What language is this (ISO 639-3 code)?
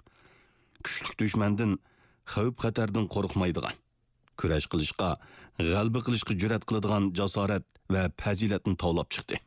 uig